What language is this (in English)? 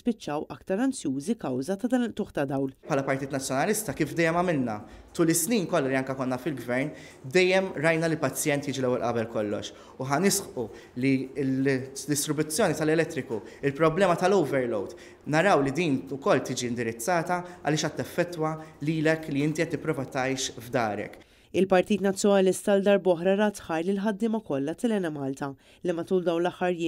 Maltese